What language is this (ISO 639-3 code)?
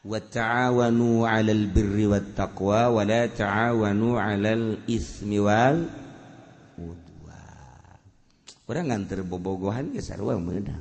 sun